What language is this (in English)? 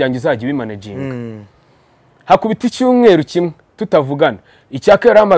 Kinyarwanda